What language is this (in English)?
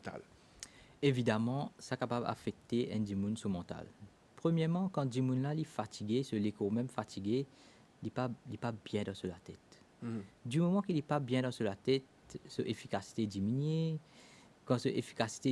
Morisyen